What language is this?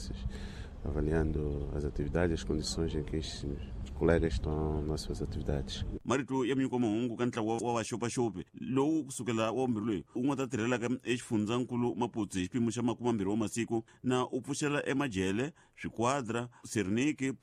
Tsonga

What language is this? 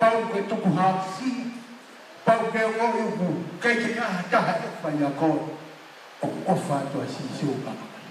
Tongan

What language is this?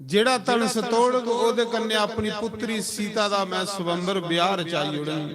Dogri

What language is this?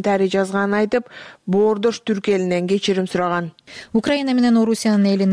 Kyrgyz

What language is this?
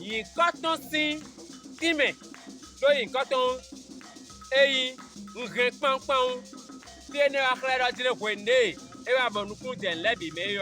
Fon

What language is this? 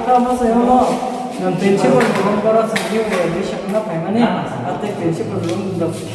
Kok Borok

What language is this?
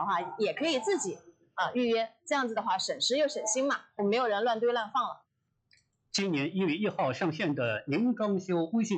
Chinese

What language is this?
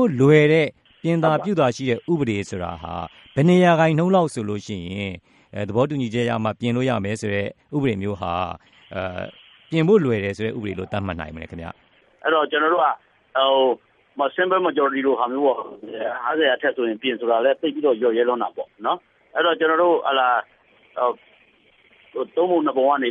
Burmese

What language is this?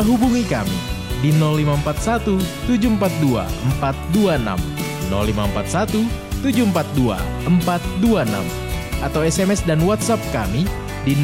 Indonesian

